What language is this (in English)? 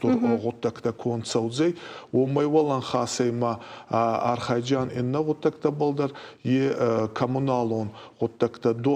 Ossetic